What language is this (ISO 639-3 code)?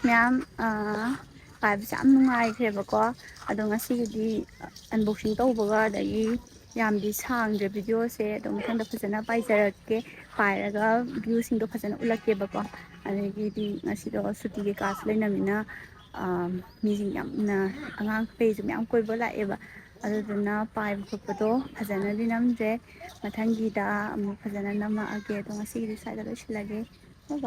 mni